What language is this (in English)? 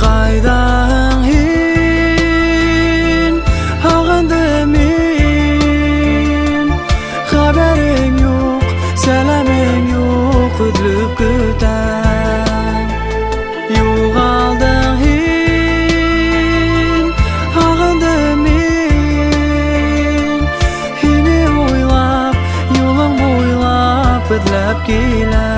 Bashkir